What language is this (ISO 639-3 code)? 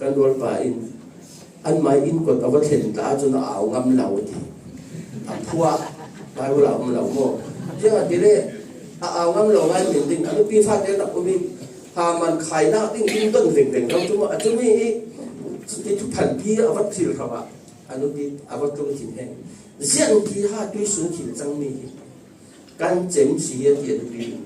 cfm